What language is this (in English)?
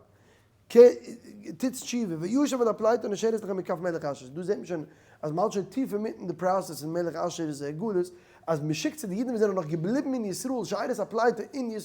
Yiddish